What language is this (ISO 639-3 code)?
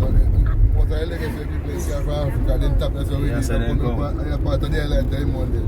jam